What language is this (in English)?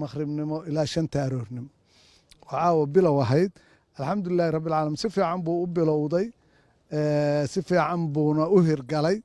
Somali